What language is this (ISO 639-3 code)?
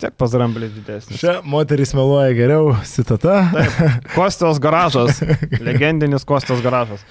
lit